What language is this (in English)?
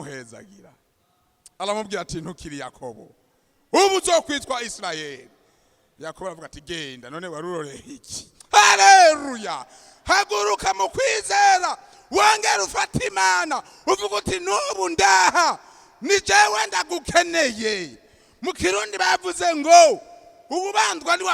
Rundi